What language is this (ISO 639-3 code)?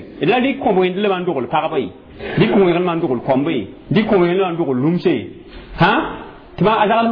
mos